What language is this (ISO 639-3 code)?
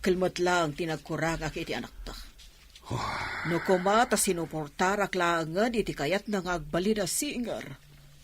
ilo